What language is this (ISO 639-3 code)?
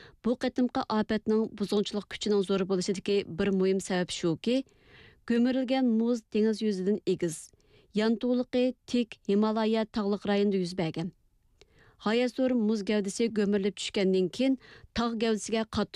uig